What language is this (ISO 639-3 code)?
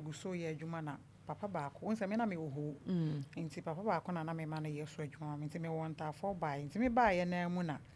aka